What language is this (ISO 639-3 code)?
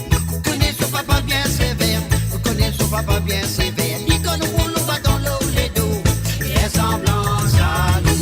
mfe